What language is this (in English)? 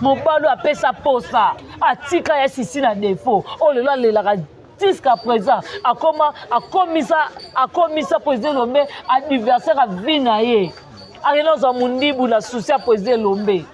Lingala